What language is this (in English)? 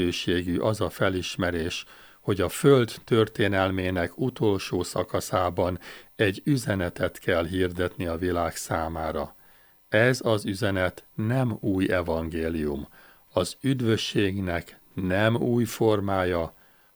Hungarian